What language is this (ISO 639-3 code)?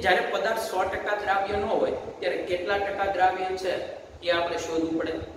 guj